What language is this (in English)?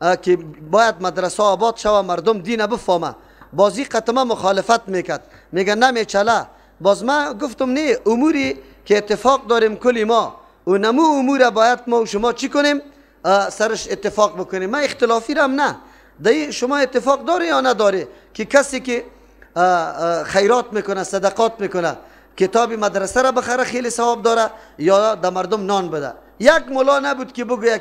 Persian